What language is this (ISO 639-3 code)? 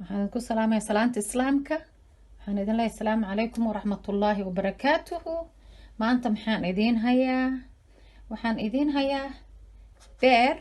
som